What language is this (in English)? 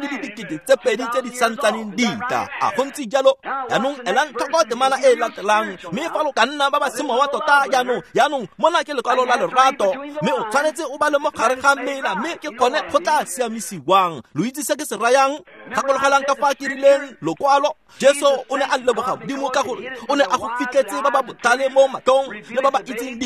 Tswana